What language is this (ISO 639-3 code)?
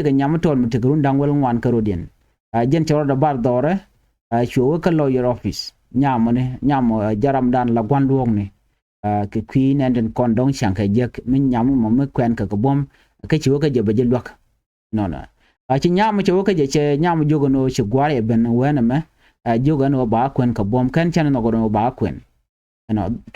nus